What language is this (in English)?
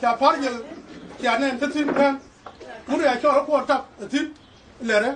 Nuer